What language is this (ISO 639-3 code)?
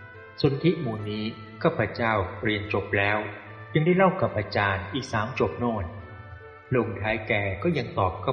tha